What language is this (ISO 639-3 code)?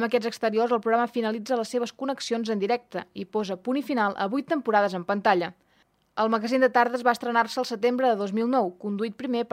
cat